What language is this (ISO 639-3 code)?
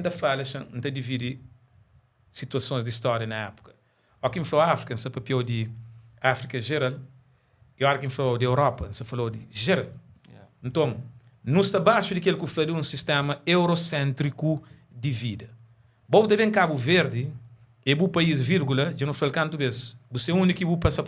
kea